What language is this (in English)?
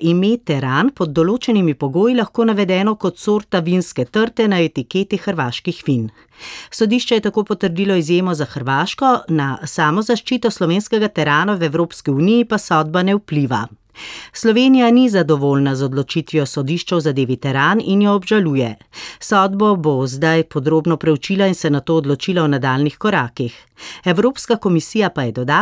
Slovenian